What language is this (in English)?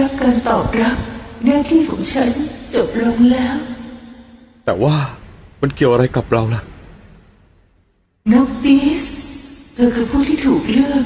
Thai